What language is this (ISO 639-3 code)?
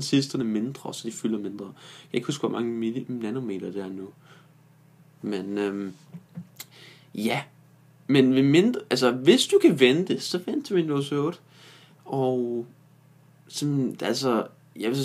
dan